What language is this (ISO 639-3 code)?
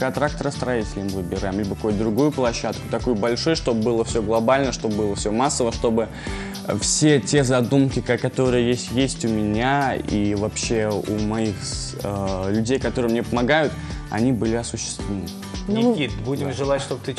rus